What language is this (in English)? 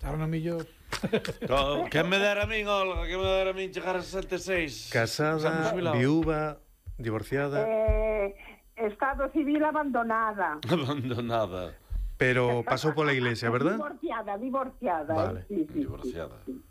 Galician